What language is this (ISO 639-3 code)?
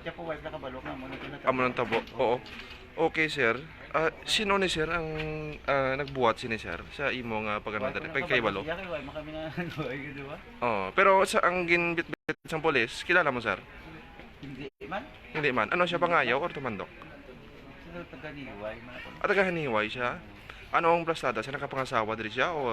hil